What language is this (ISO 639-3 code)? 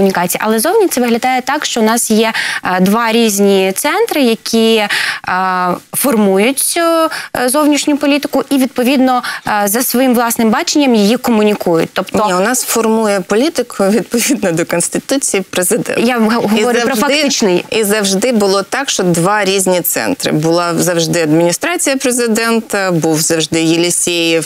ukr